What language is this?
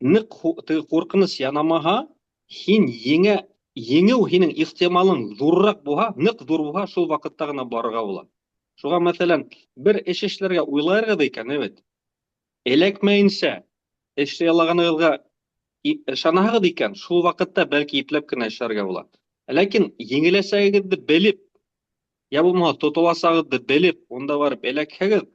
Bashkir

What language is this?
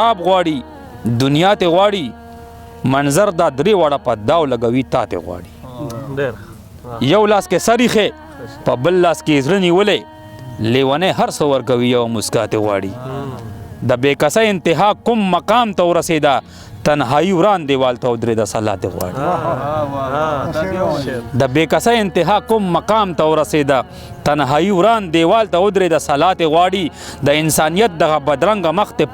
Pashto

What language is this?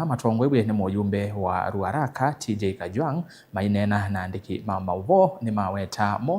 Kamba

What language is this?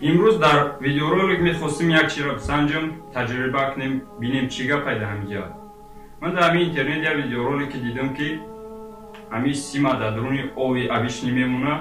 Tajik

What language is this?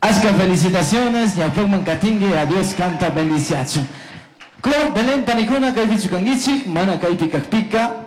Chimborazo Highland Quichua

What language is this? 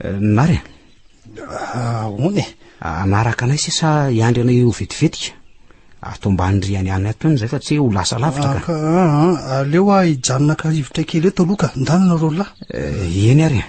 Malagasy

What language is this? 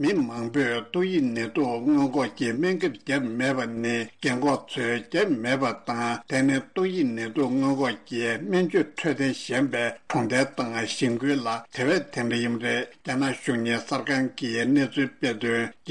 Tibetan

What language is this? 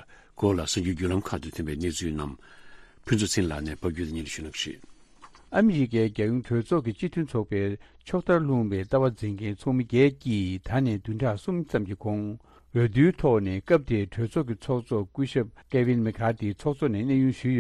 Tibetan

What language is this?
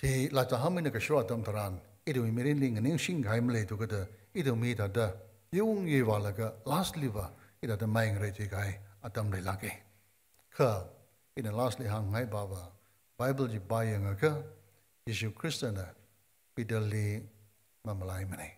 Tangkhul Naga (India)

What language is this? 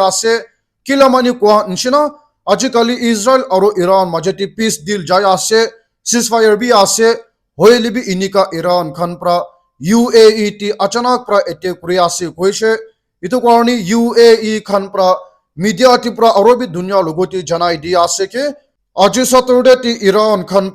Naga Pidgin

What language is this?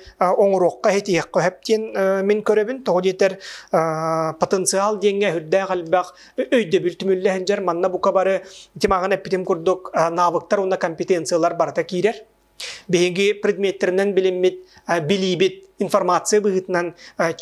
Yakut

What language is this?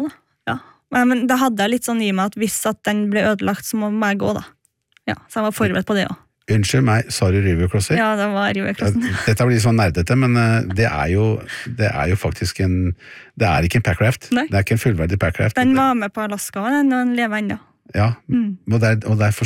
Norwegian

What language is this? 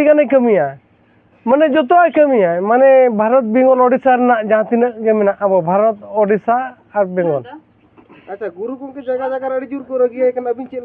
Santali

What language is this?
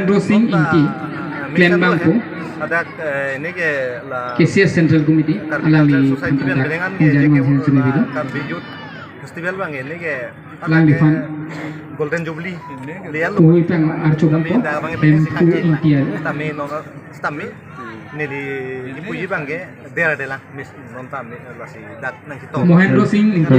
Karbi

